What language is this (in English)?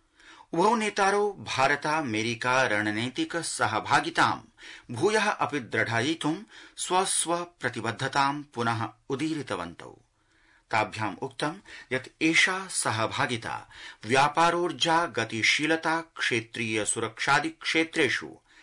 Sanskrit